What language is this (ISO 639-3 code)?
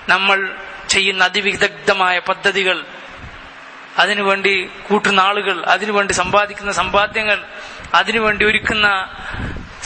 mal